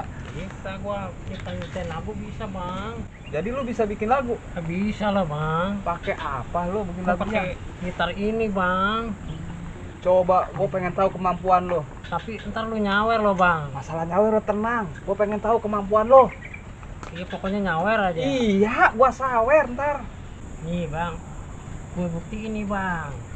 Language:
Betawi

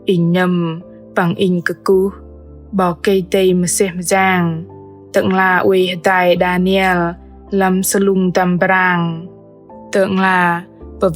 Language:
Bahnar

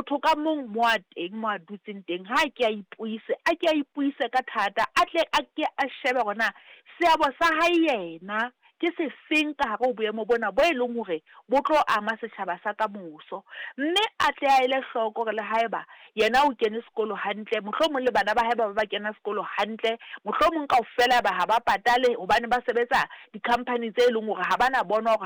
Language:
Southern Sotho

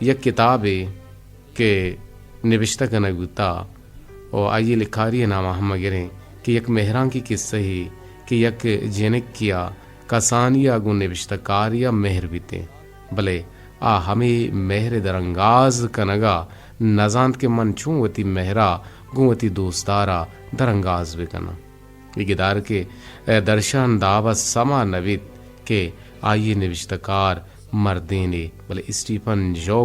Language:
Eastern Balochi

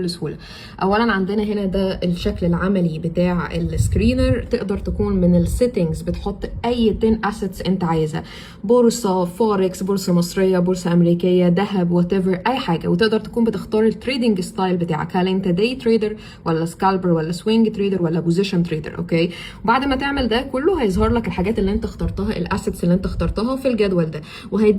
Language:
Egyptian Arabic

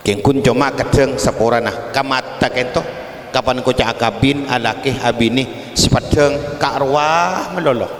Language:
Madurese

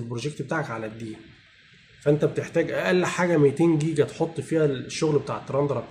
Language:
Egyptian Arabic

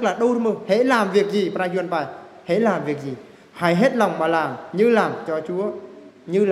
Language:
Eastern Bru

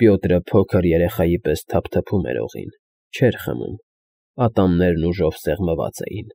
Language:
Armenian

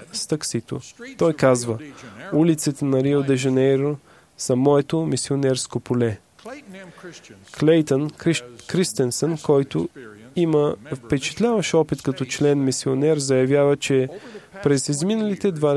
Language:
Bulgarian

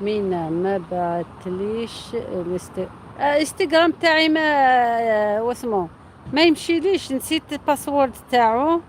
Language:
Algerian Arabic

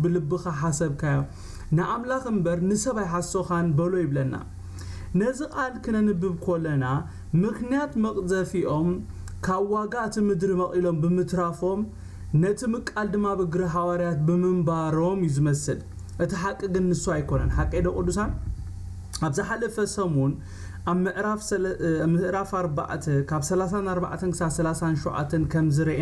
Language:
Tigrinya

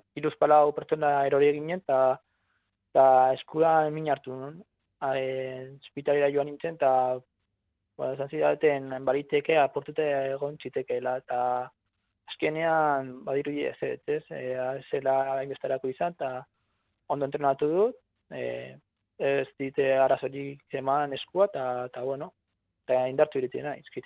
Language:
Basque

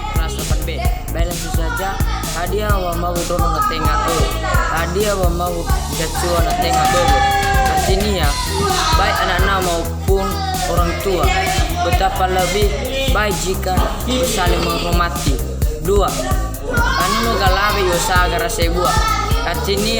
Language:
Nias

